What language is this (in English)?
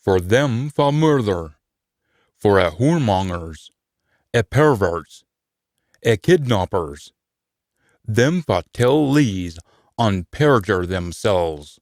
Scots